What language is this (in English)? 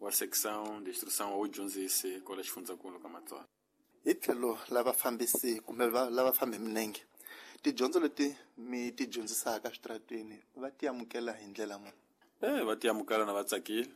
Tsonga